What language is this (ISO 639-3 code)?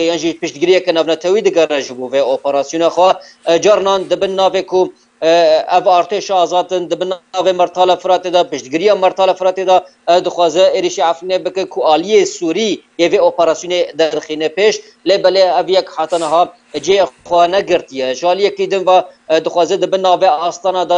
kur